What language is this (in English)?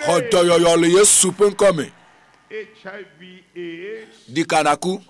Ewe